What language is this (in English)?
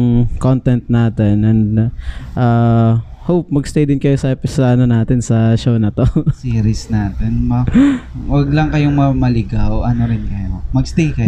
Filipino